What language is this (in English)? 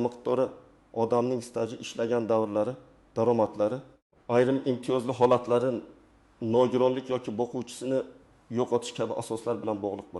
Uzbek